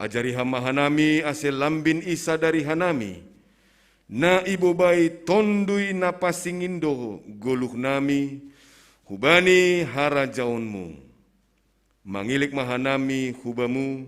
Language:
Batak Simalungun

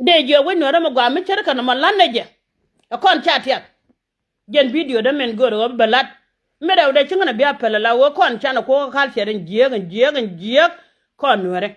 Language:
Nuer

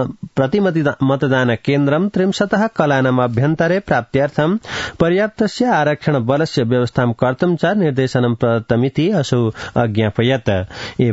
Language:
Sanskrit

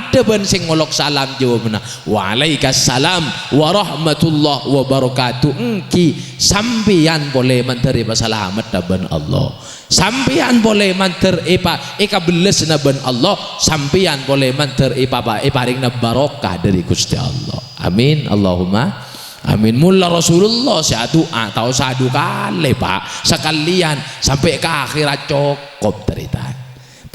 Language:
Madurese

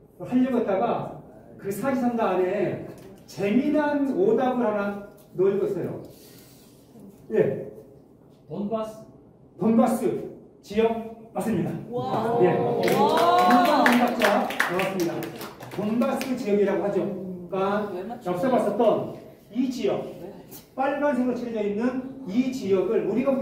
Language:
Korean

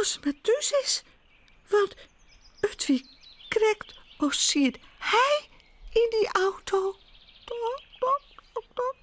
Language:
Western Frisian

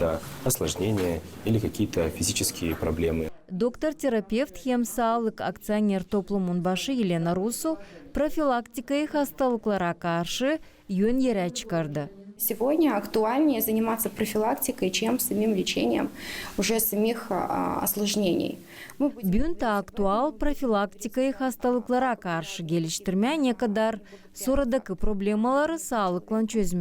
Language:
Gagauz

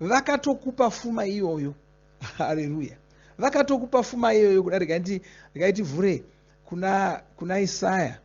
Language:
Shona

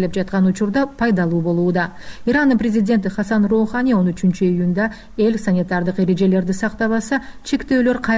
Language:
Kyrgyz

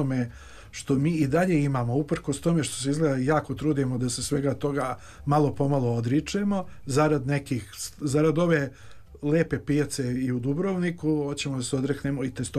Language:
Serbian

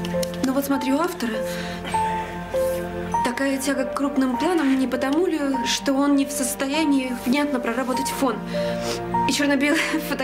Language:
Russian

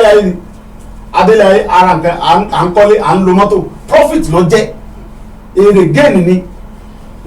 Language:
Yoruba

